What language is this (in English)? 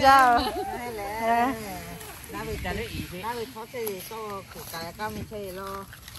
Lahu